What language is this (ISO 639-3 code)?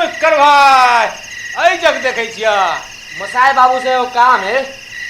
mai